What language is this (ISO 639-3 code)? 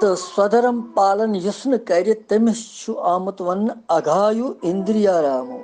kas